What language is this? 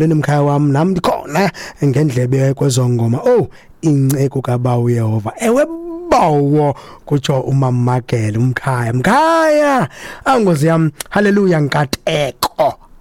Xhosa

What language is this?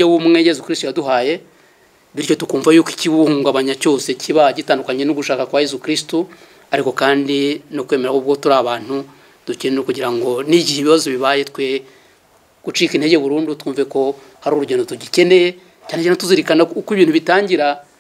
Kinyarwanda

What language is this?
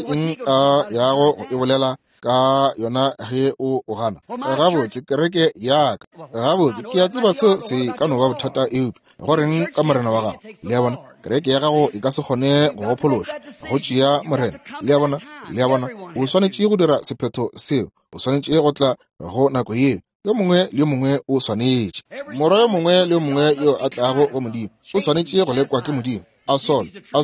Northern Sotho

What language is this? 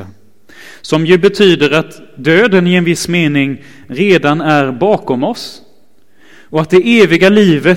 Swedish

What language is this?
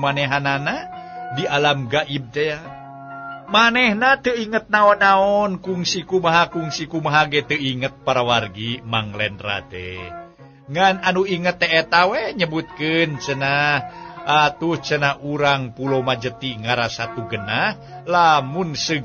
Sundanese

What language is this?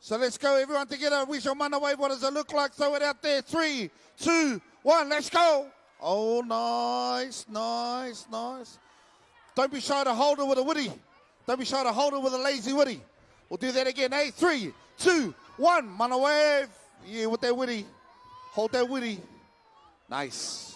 Māori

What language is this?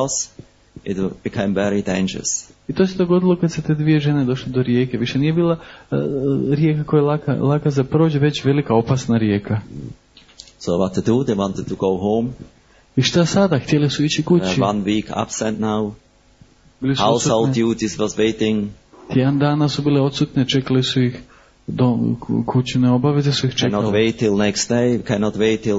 Croatian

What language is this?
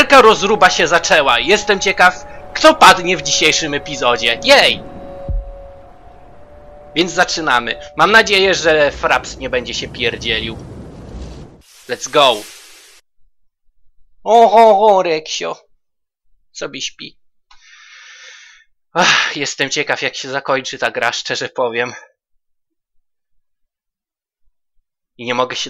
Polish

